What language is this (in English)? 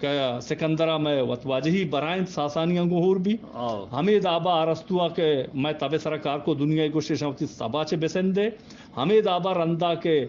Eastern Balochi